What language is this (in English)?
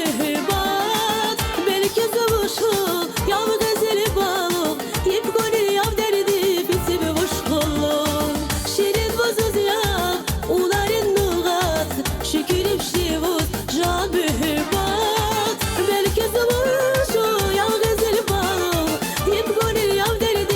Tabassaran